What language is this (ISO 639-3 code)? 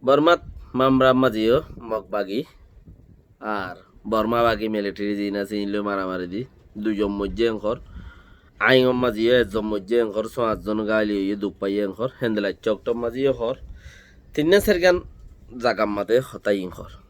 rhg